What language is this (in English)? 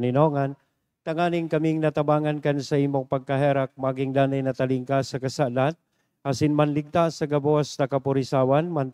Bikol